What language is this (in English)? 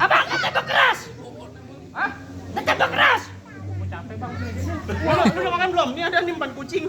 Betawi